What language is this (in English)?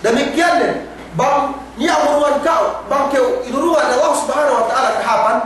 Yakan